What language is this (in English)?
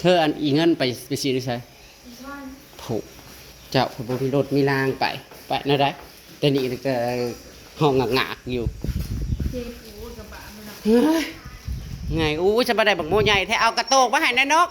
Northeastern Thai